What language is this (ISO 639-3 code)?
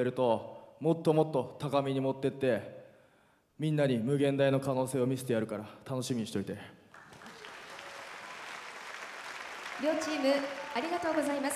jpn